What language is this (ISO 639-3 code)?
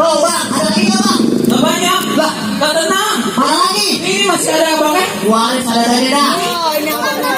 bew